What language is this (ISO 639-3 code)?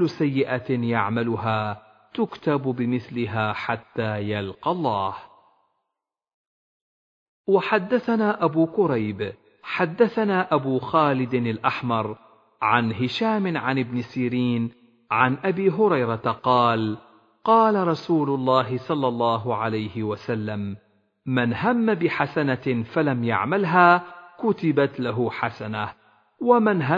ara